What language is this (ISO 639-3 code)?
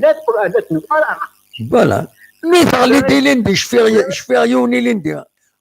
kab